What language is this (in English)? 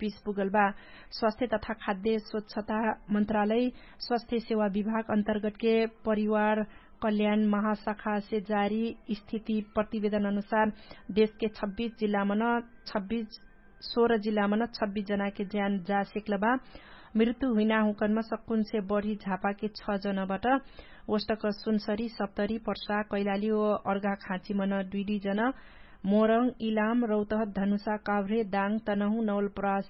Dangaura Tharu